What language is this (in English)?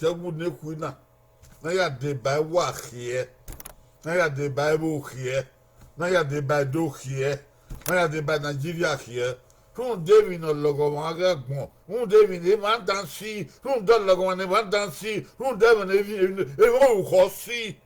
Bini